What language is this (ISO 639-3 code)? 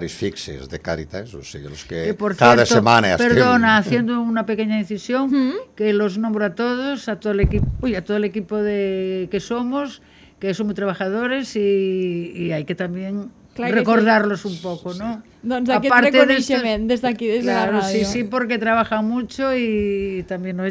cat